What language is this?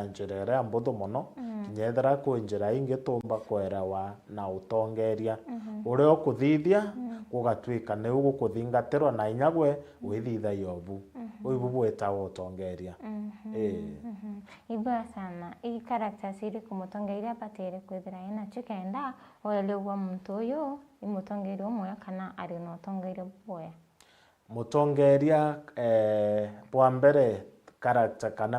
Meru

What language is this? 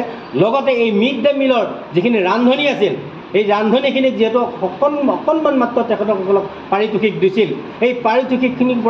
Assamese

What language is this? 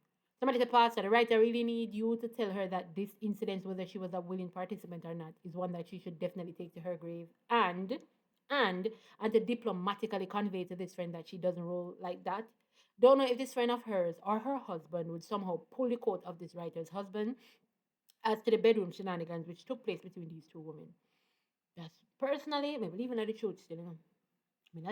Jamaican Creole English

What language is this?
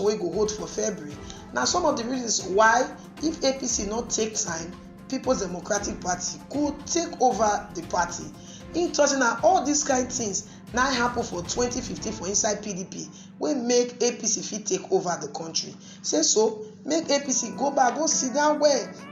Nigerian Pidgin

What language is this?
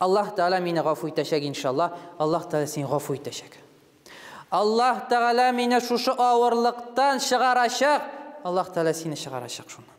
Tatar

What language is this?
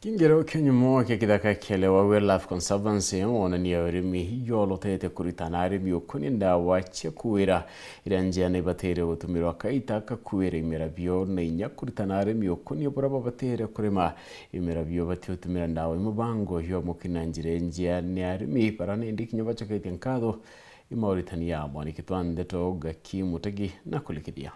Meru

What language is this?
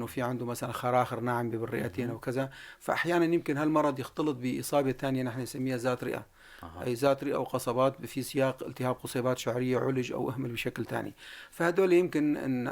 North Levantine Arabic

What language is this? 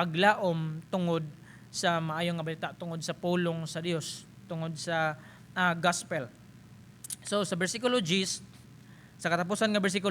Cebuano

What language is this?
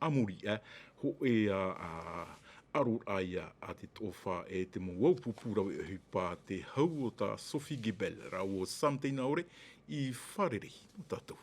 Tahitian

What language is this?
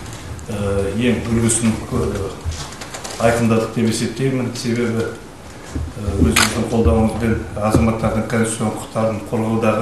Kazakh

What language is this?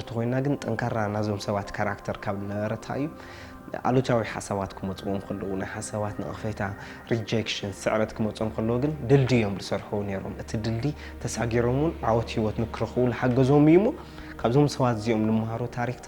Tigrinya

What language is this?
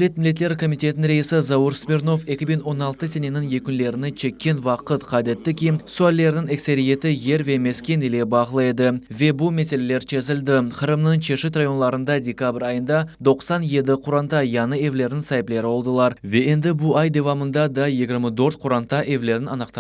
Crimean Tatar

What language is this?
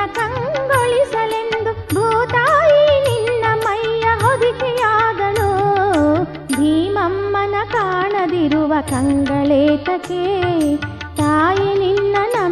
Kannada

